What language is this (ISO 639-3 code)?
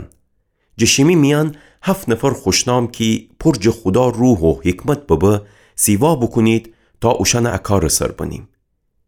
glk